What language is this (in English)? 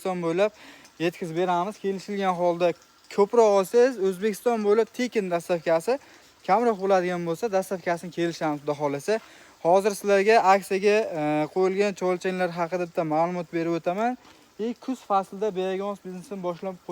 Uzbek